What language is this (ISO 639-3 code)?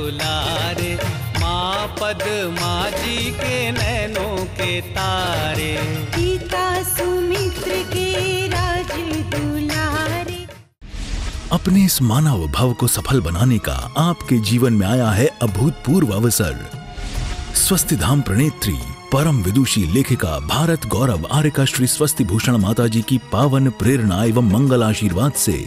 hin